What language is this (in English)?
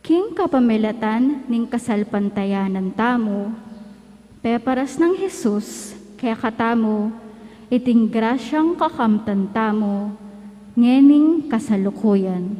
Pampanga